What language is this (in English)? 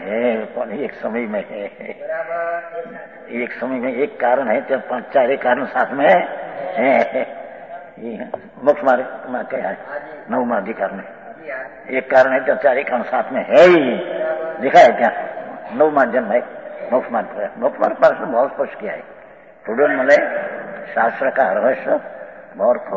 Hindi